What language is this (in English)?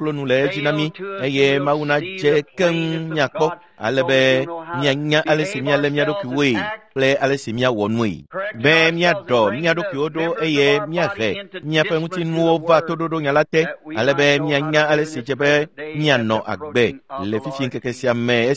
Ewe